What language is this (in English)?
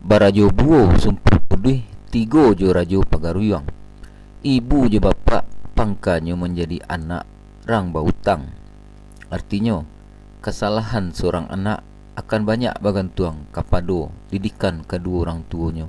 Minangkabau